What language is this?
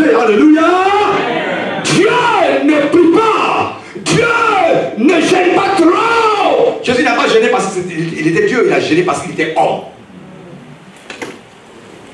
French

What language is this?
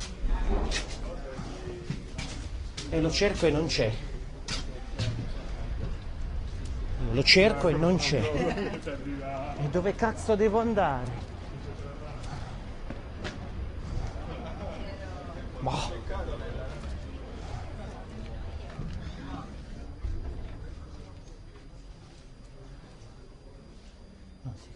Italian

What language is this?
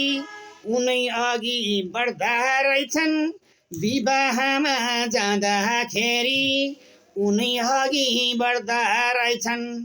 Nepali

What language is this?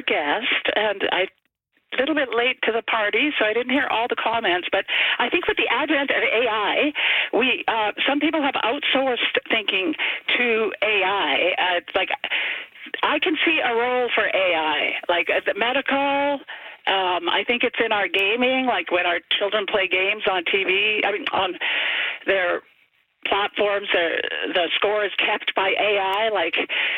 English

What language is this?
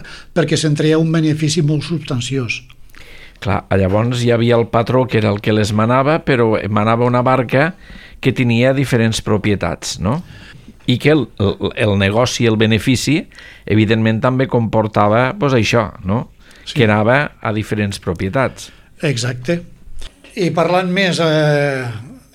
Catalan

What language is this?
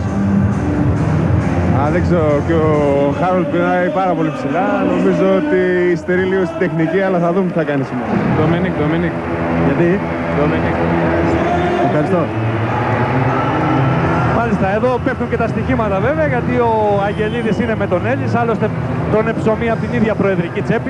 Greek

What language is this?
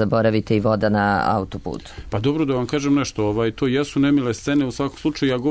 Serbian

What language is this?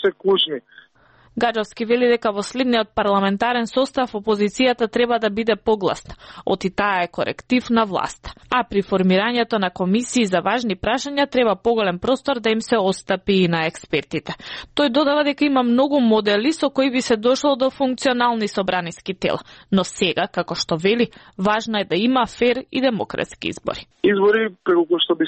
Macedonian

